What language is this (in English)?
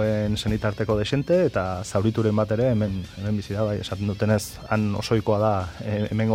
Basque